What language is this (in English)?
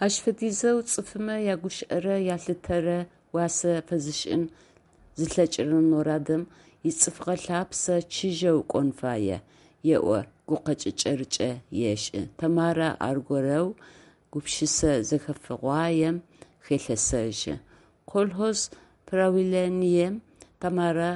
Adyghe